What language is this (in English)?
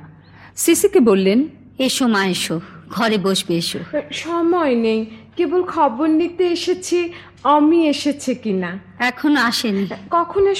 Bangla